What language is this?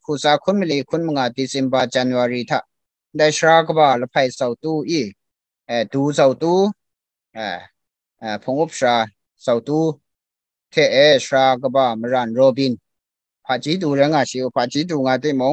Kachin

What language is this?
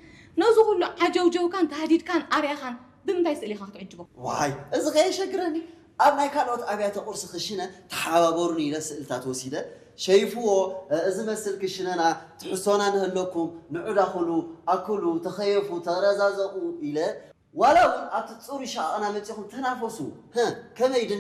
Tigrinya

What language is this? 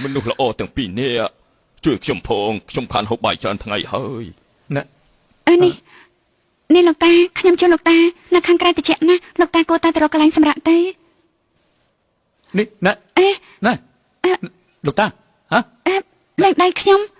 Khmer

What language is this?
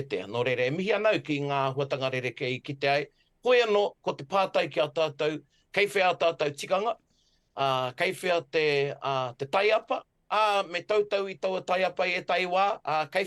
Māori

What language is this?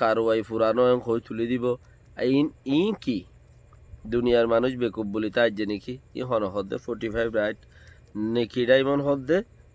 Rohingya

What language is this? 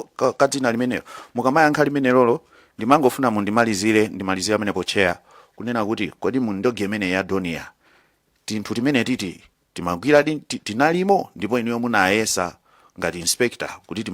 Nyanja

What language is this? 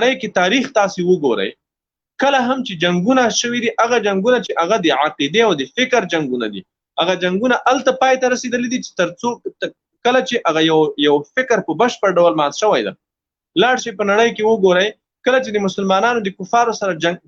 Pashto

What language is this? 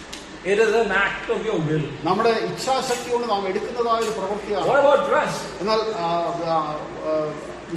Malayalam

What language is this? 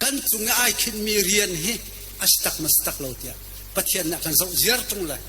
Hakha Chin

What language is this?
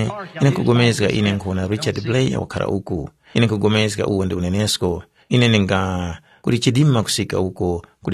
Tumbuka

